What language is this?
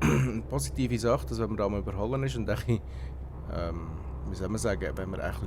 Swiss German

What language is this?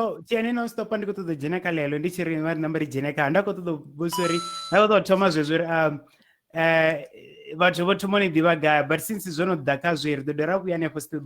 Venda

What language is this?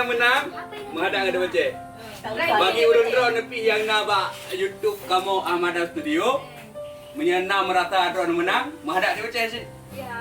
Achinese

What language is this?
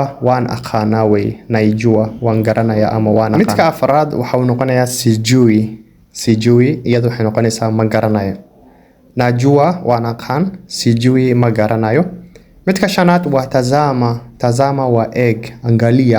Somali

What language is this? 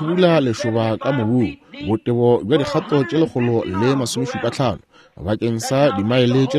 Northern Sotho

